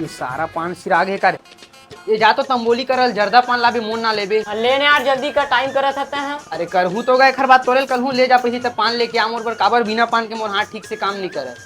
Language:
Chhattisgarhi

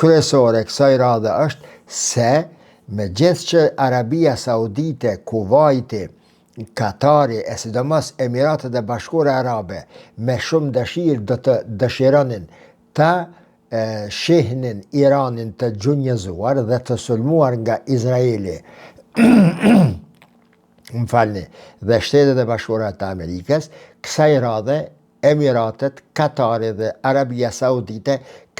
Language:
Albanian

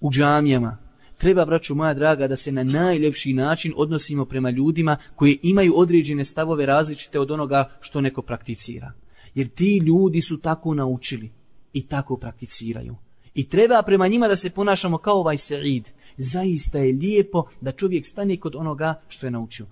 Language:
Bosnian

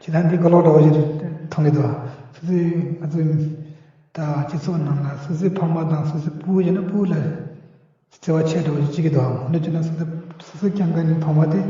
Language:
Tibetan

